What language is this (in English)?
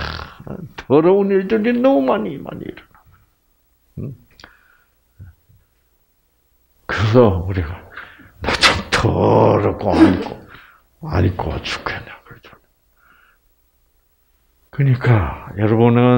Korean